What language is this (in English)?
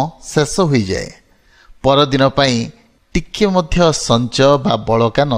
Odia